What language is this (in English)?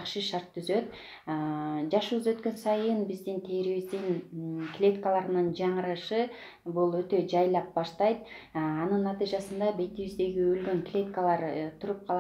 Kyrgyz